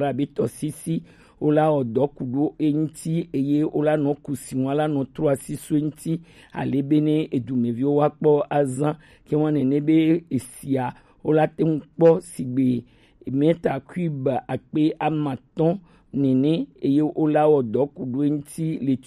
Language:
Gen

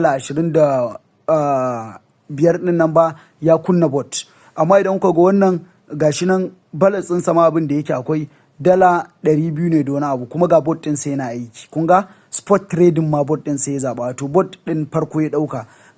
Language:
Hausa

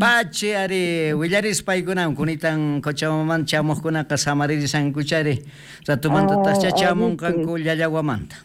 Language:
South Bolivian Quechua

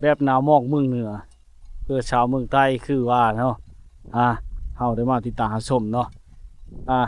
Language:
Lao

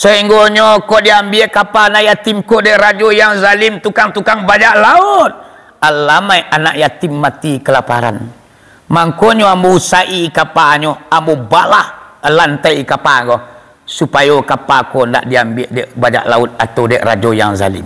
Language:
Minangkabau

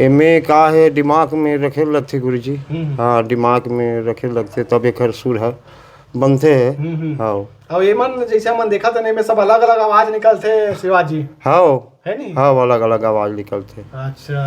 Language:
Chhattisgarhi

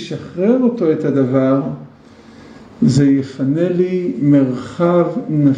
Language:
Hebrew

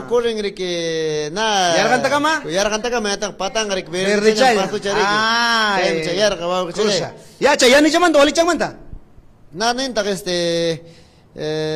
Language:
Ayacucho Quechua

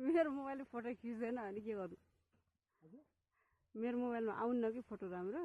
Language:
Nepali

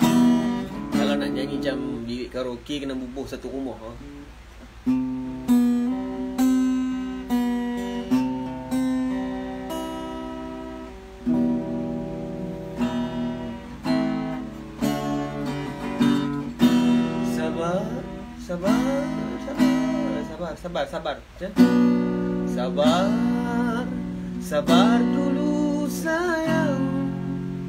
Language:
Malay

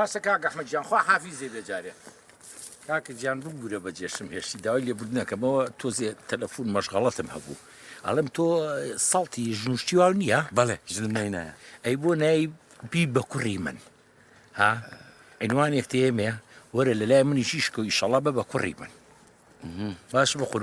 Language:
Central Kurdish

